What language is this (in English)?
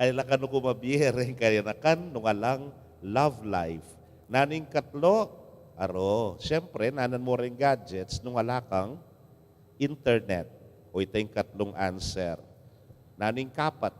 Pampanga